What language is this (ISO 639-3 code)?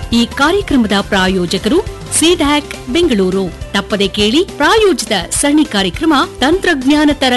kan